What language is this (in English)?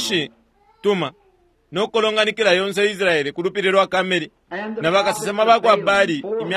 Bemba